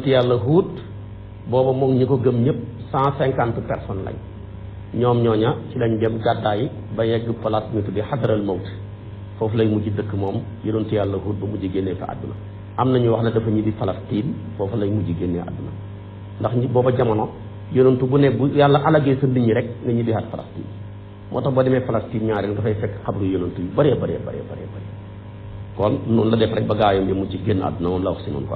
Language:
Wolof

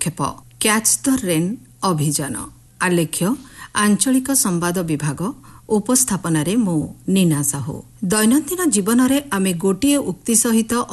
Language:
Odia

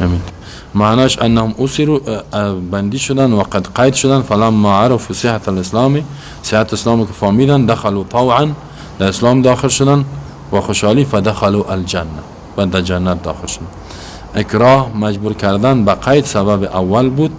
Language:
Persian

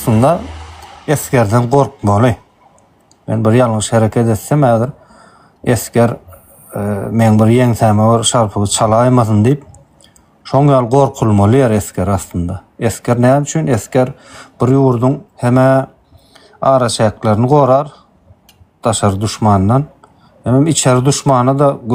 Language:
Turkmen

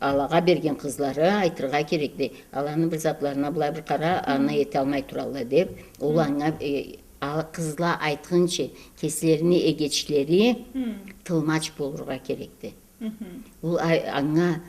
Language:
Karachay-Balkar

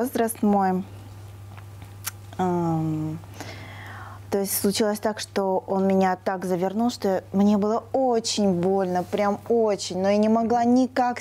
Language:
Russian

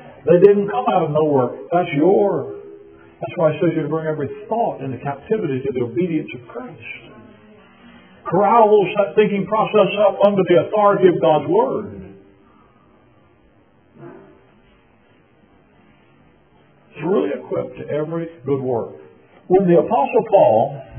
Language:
English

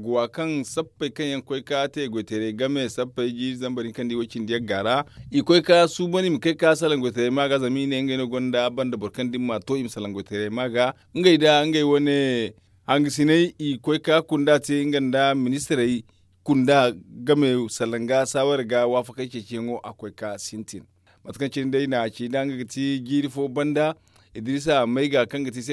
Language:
Zarma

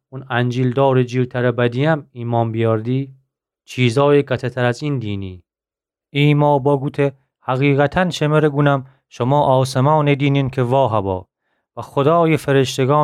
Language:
Gilaki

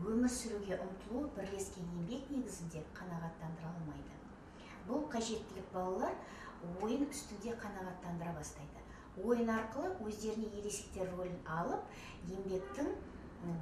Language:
Kazakh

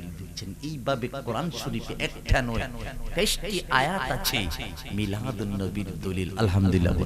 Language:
Sylheti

